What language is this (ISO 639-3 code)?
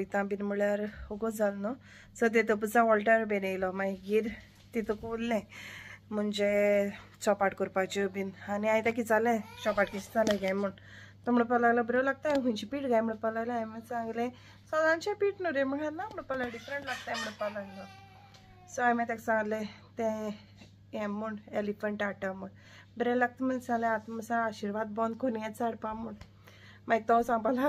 kok